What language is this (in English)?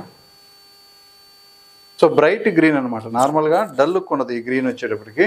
Telugu